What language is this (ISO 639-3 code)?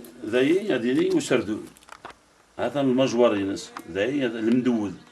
kab